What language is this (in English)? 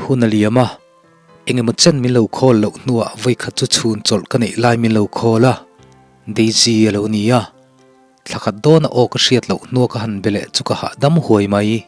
Mizo